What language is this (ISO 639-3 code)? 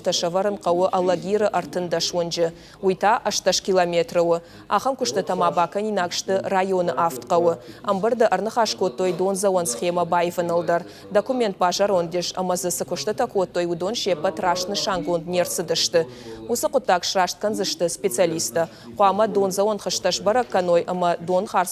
oss